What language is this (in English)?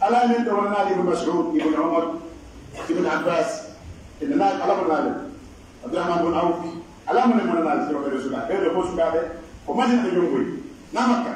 Pular